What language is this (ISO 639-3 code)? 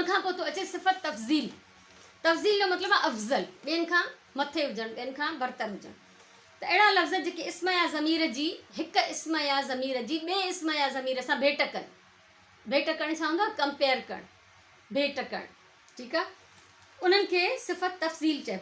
snd